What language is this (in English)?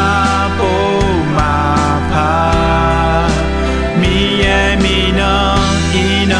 Akha